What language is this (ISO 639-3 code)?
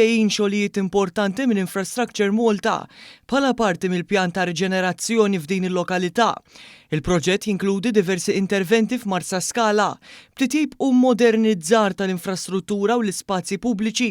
mlt